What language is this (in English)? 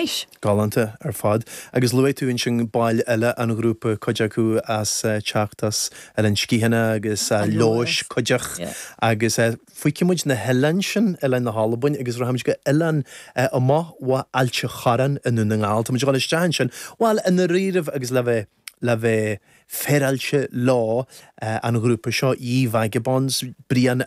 Irish